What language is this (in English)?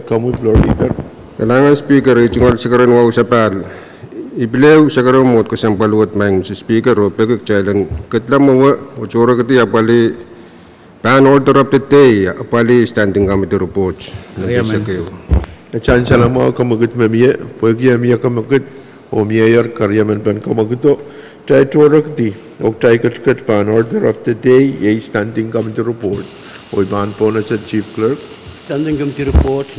Pohnpeian